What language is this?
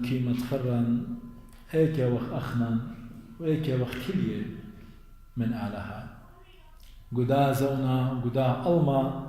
Assyrian Neo-Aramaic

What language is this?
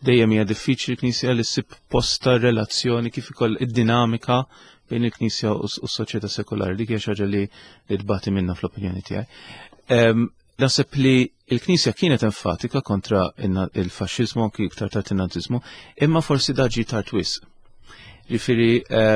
Maltese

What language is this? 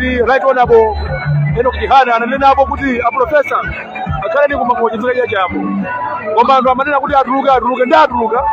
Nyanja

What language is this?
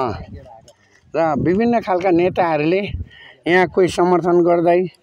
Nepali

